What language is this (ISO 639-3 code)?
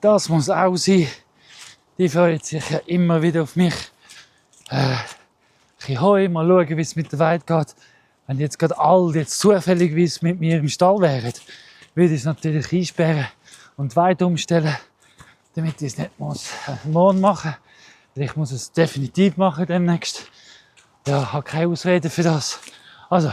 gsw